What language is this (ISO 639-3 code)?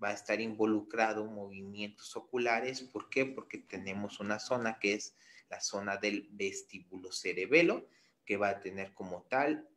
spa